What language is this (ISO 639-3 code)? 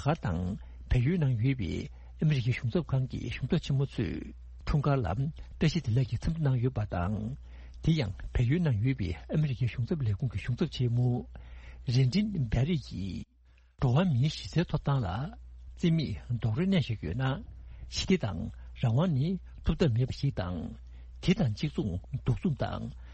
bod